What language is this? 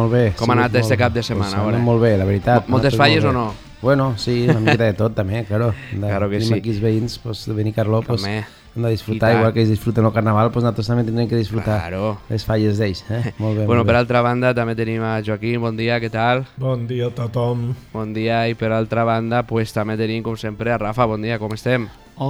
Catalan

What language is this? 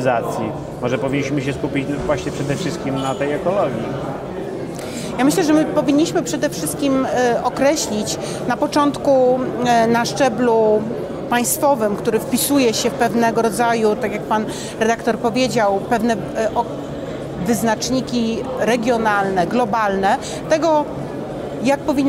Polish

